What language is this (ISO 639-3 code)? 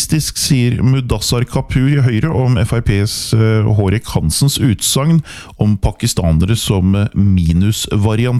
nor